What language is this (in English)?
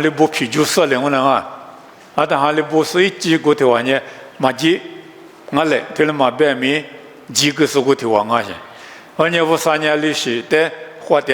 Lisu